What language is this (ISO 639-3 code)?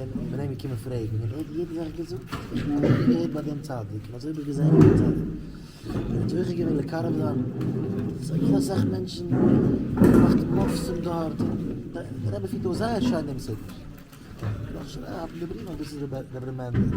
yid